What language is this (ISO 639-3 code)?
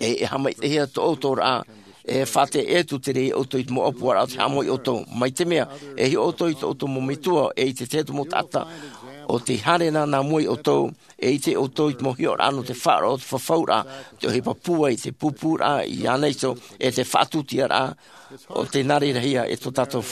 tah